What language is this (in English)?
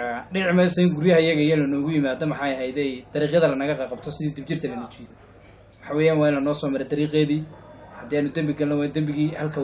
Somali